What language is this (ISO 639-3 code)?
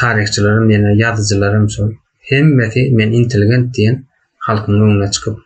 tuk